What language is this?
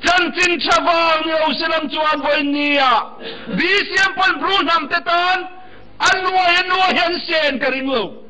Riang (India)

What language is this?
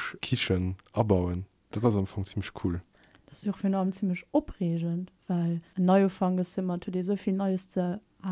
Luxembourgish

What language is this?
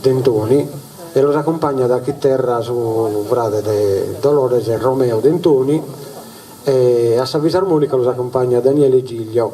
Sardinian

